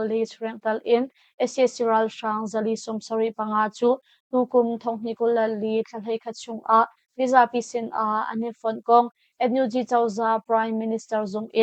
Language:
Hakha Chin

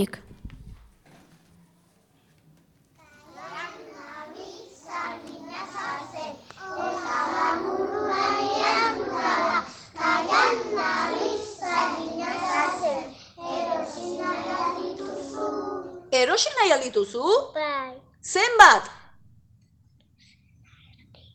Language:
Basque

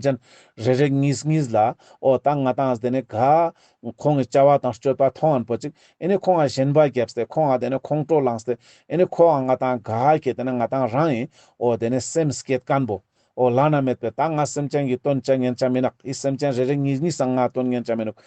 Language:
Ladakhi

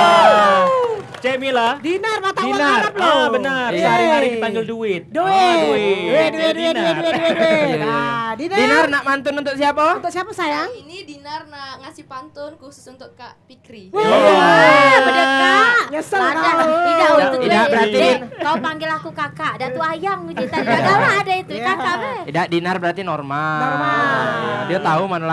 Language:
Musi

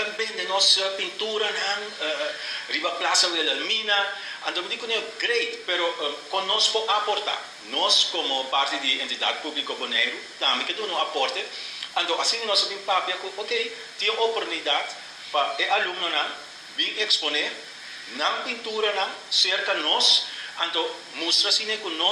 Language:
Papiamento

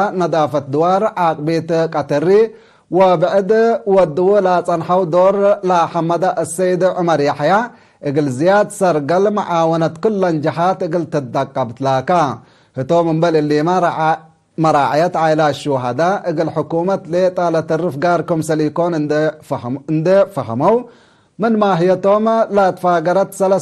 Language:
Tigre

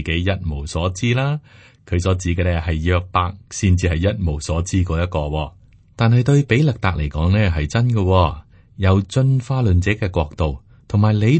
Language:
Cantonese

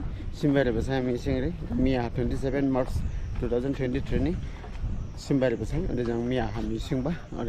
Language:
Dimasa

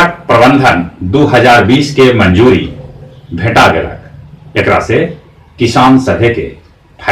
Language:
Magahi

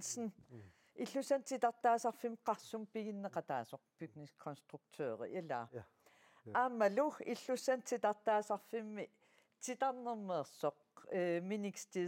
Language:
Kalaallisut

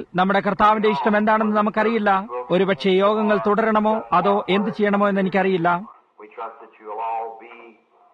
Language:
Malayalam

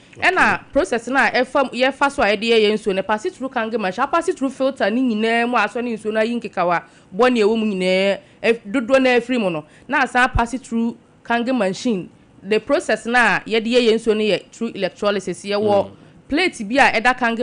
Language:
Akan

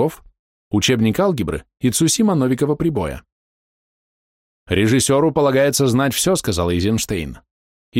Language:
Russian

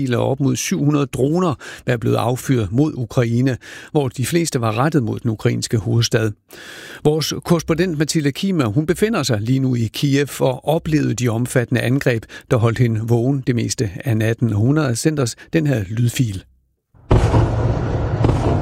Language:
Danish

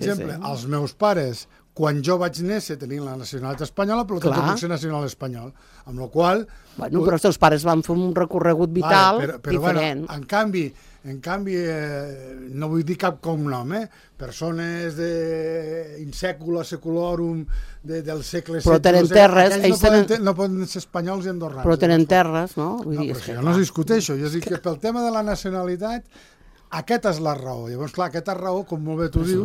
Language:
Catalan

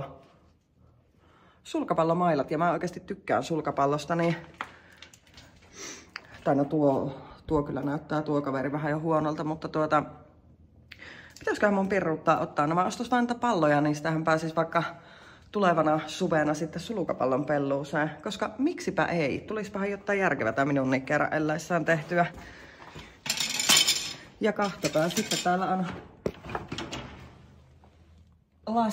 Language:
Finnish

